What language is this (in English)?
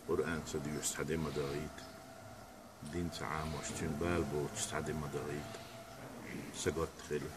Chechen